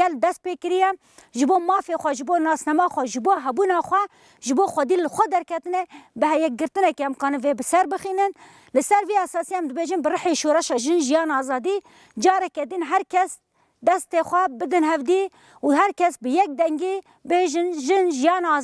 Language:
Kurdish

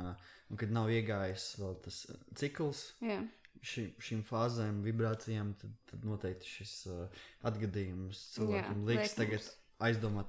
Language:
Latvian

